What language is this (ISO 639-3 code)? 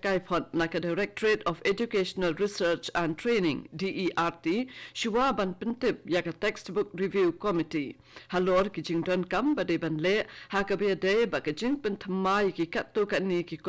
kha